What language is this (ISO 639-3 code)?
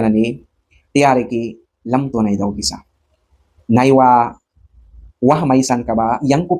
miq